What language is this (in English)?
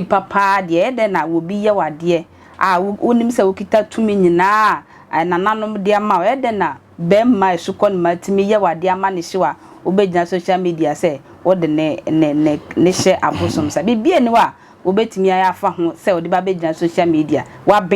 Akan